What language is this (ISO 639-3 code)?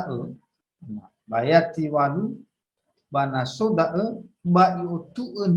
nia